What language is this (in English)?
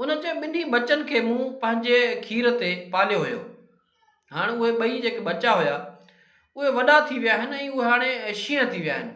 Sindhi